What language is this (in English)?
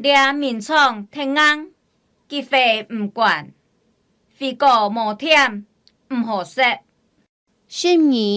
Hakka Chinese